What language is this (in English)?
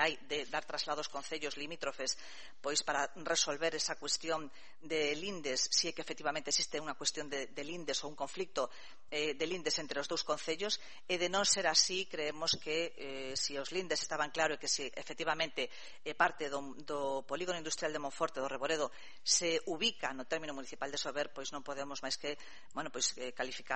Galician